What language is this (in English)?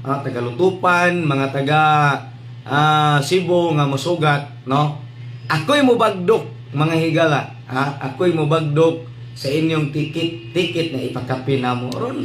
Cebuano